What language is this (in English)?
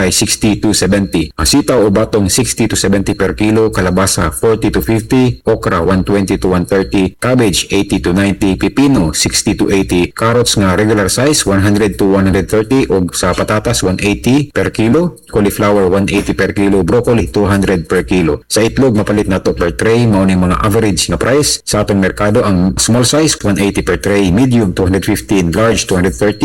Cebuano